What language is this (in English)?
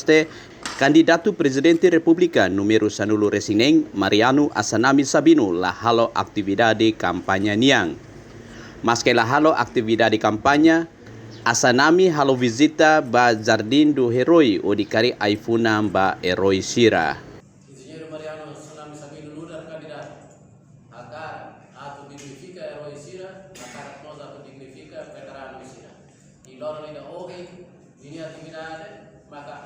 Tetum